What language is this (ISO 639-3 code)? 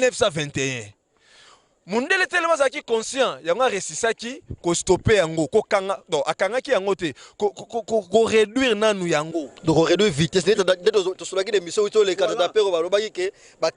lin